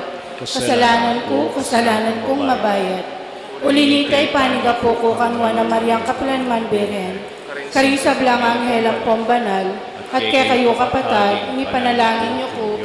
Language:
Pampanga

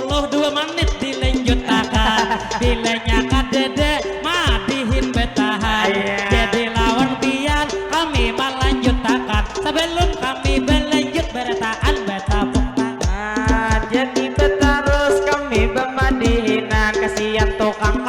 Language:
Banjar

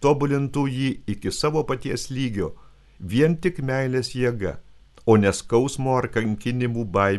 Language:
Lithuanian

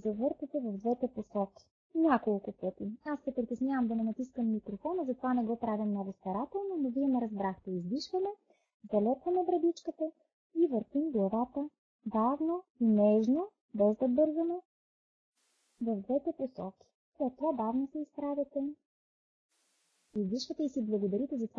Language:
Bulgarian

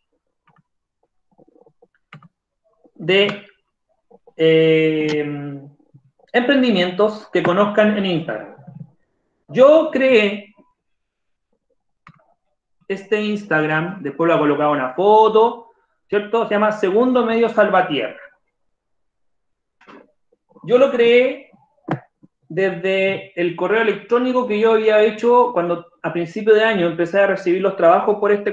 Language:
Spanish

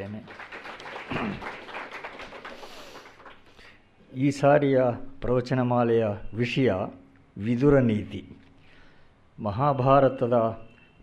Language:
Kannada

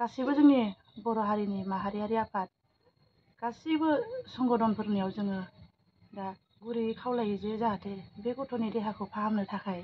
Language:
Bodo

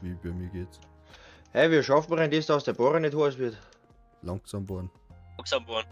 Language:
Bavarian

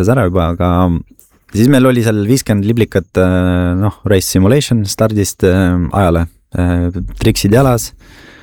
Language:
Estonian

